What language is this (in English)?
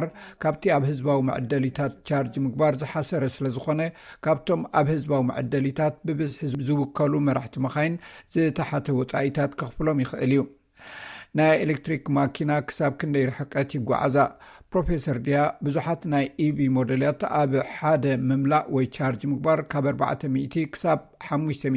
Tigrinya